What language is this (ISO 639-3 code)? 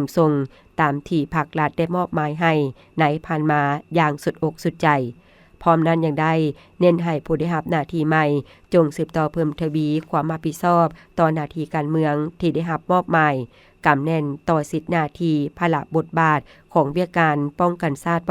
lao